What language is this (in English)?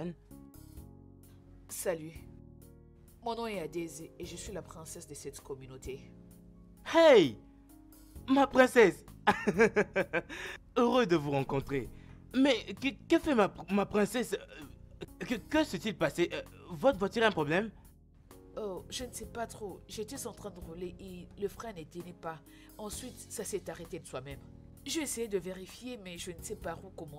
French